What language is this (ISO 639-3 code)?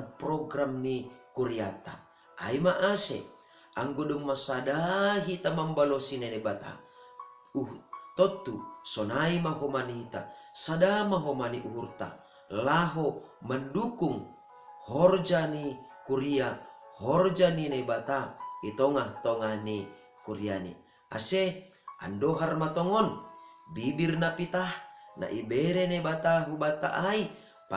bts